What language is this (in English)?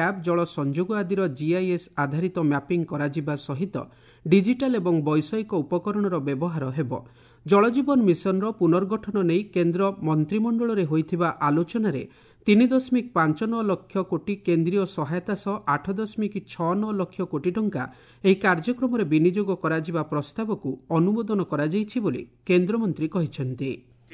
Odia